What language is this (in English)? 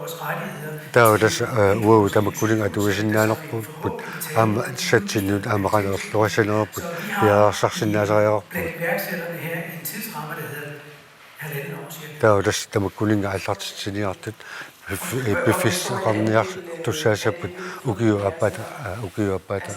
Kalaallisut